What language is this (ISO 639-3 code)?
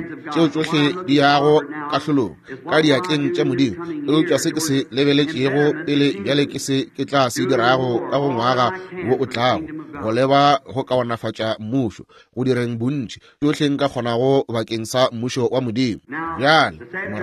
nso